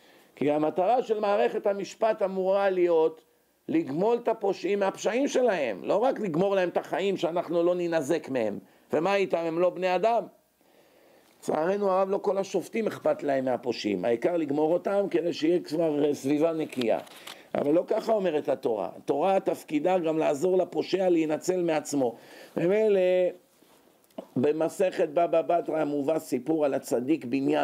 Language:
Hebrew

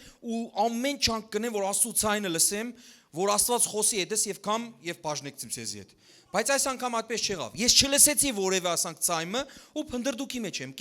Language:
Western Armenian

